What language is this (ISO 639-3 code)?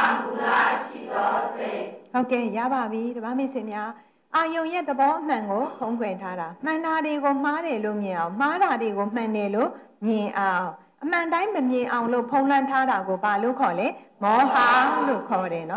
mya